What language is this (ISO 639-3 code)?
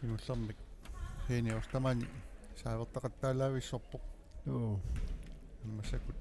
kal